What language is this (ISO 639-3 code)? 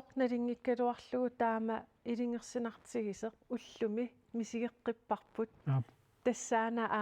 kal